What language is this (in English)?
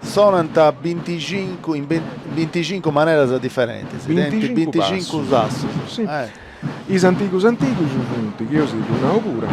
Sardinian